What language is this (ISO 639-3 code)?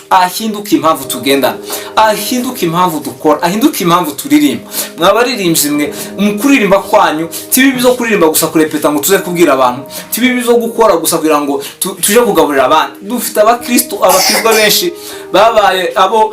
kin